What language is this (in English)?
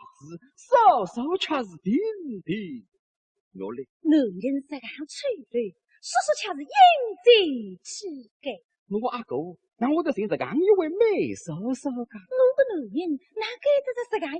Wu Chinese